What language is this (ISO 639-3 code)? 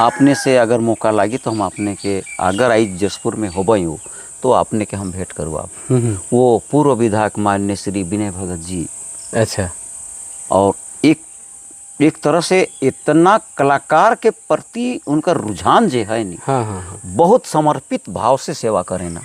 sck